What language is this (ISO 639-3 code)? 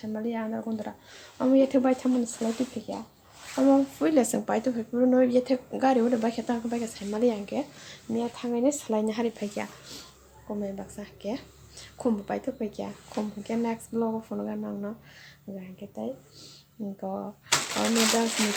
trp